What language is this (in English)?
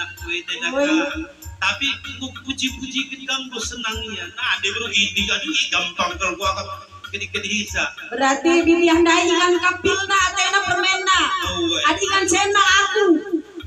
Batak Karo